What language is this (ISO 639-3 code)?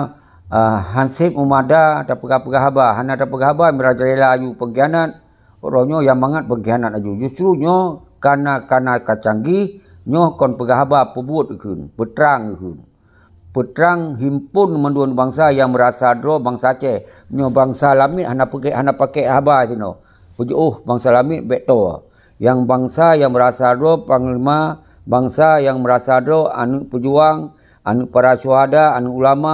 ace